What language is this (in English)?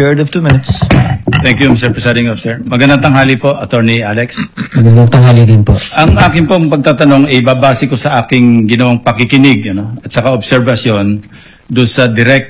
Filipino